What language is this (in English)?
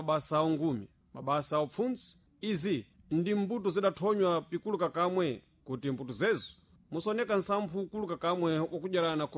Sena